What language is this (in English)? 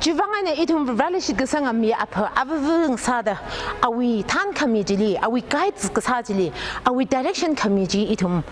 Tangkhul Naga (India)